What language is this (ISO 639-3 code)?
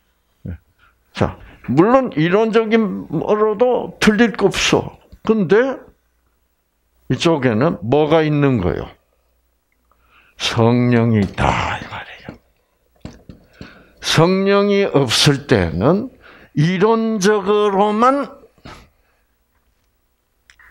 kor